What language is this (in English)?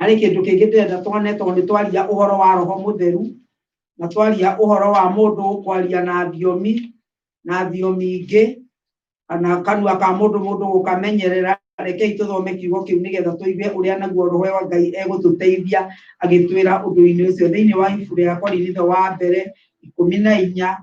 Kikuyu